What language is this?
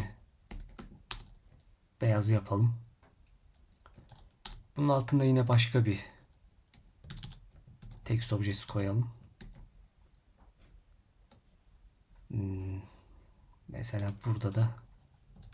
Turkish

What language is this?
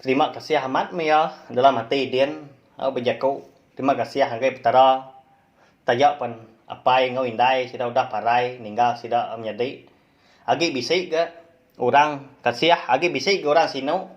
Iban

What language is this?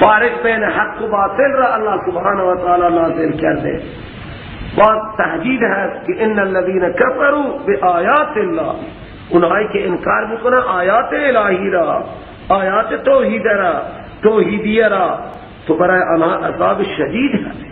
Persian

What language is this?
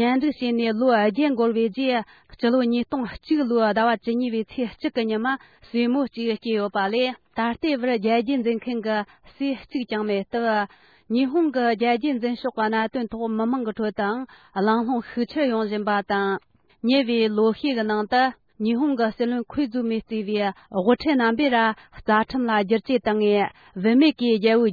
Tibetan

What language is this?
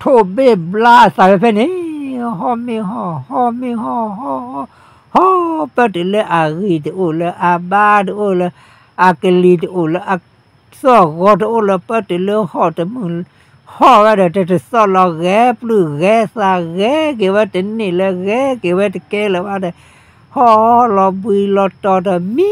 S'gaw Karen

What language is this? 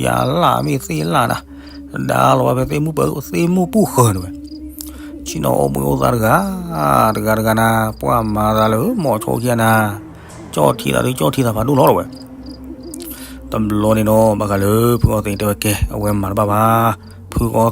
S'gaw Karen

